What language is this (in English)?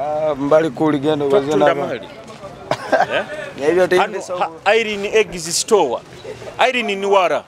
Nyoro